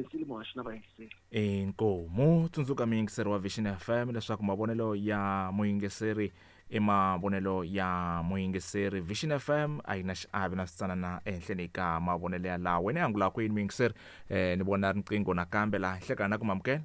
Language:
Tsonga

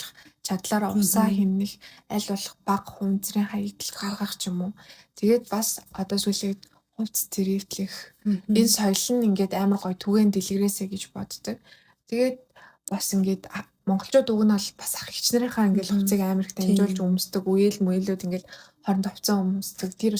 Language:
Mongolian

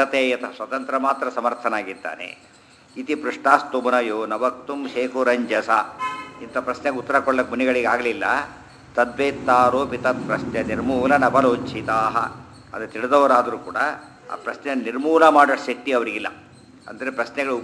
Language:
Kannada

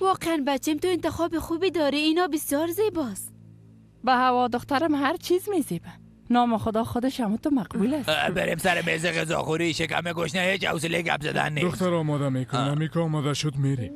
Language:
Persian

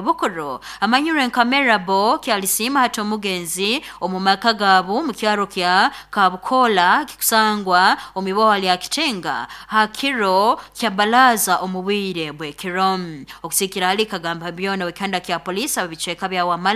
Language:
Nyoro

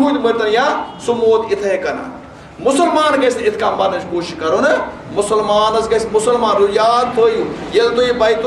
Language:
Kashmiri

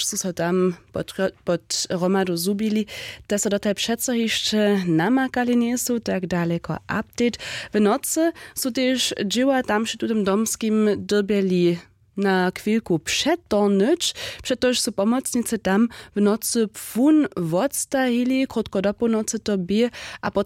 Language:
Upper Sorbian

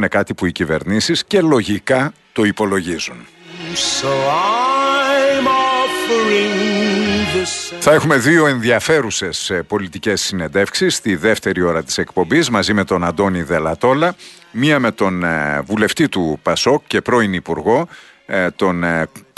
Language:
Greek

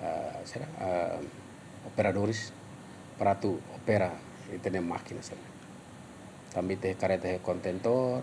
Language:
Tetum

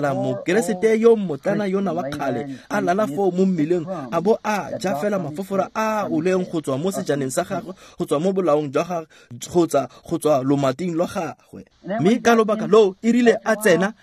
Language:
Tswana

